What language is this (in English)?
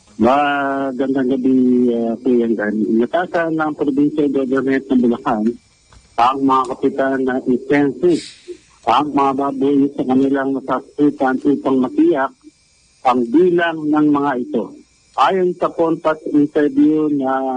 Filipino